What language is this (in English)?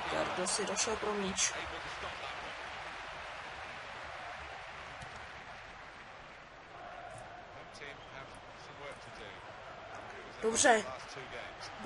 Czech